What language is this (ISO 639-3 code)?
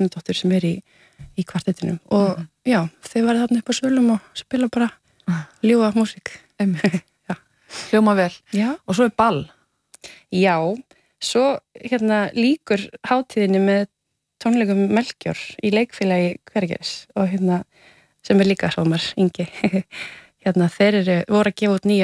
isl